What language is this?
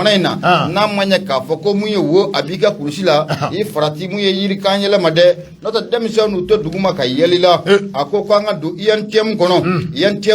Bambara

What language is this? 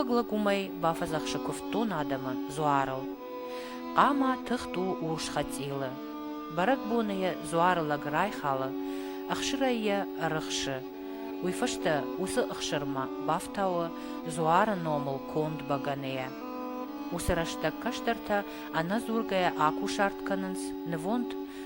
Ossetic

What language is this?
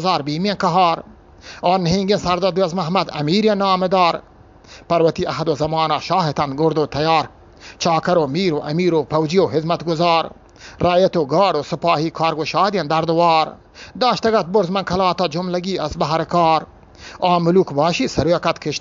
Eastern Balochi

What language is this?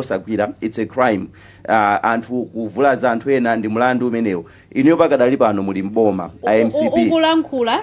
Nyanja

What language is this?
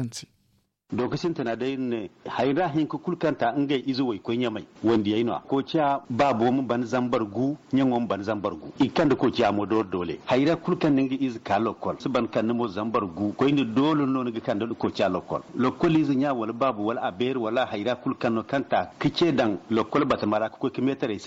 Zarma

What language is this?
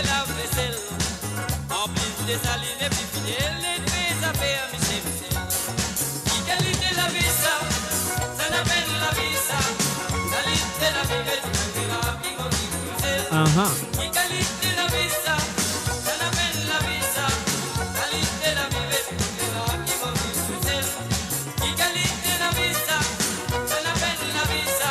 Morisyen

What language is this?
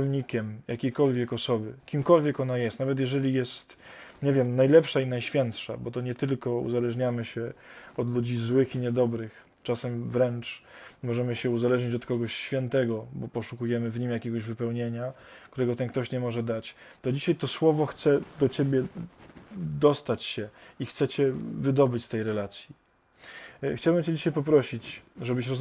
Polish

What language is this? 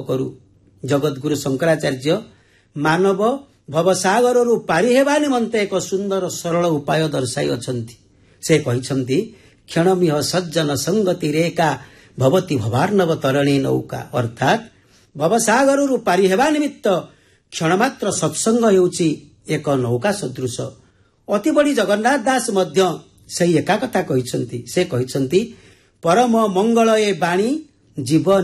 Odia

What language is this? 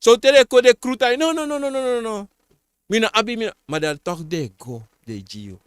Sranan Tongo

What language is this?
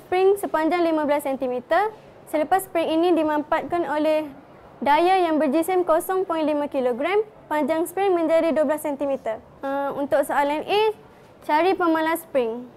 Malay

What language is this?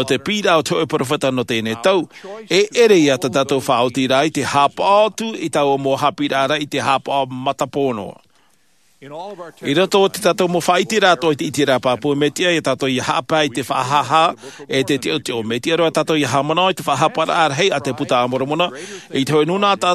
Tahitian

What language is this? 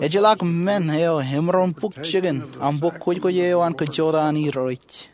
Marshallese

